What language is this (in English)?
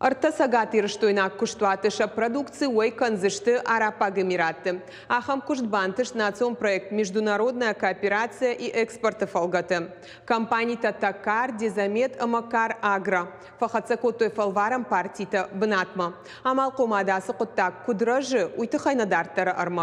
Ossetic